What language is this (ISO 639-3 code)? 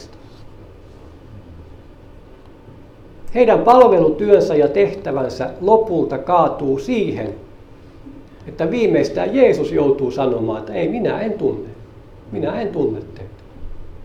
fin